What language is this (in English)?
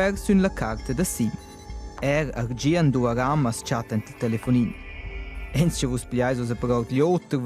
Romansh